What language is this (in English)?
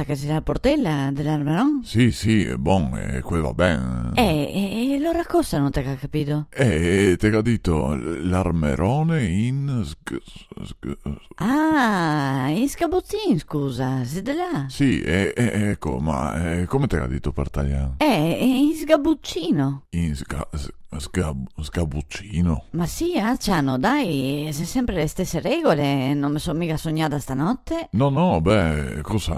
Venetian